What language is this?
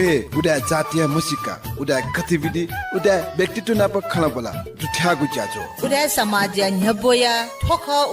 Newari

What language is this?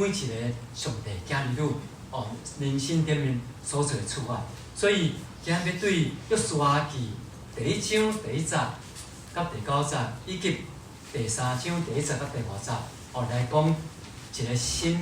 Min Nan Chinese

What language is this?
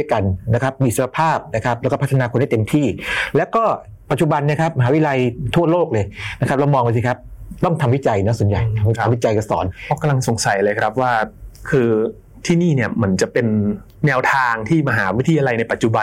Thai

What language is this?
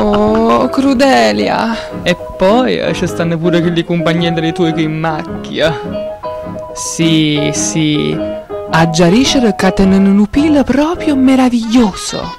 Neapolitan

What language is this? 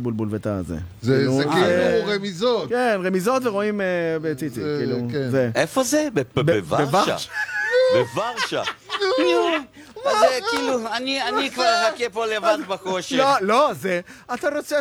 Hebrew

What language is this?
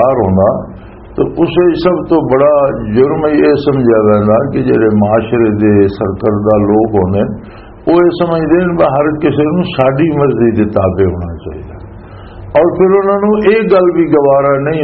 Western Panjabi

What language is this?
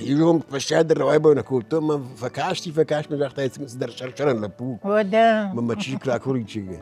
Ossetic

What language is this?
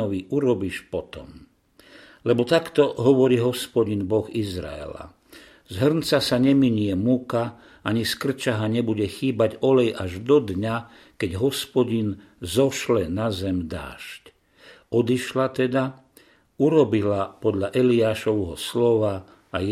Slovak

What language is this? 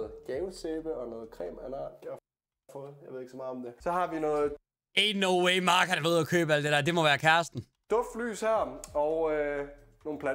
Danish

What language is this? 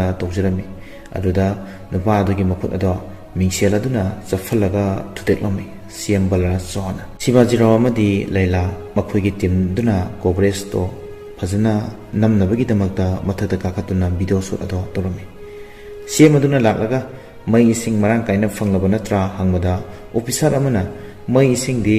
Manipuri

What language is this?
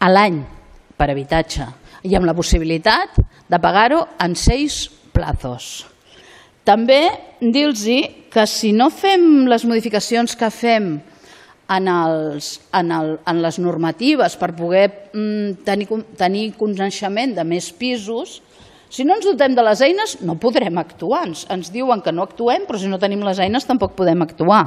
Catalan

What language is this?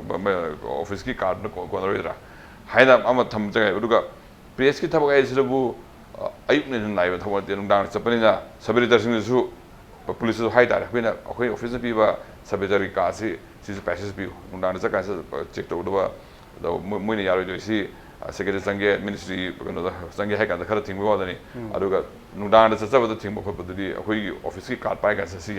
Manipuri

